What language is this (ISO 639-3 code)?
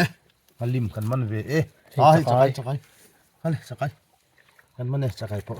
lus